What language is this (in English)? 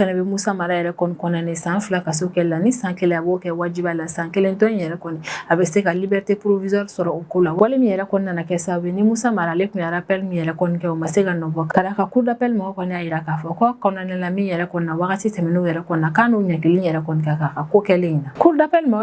Bambara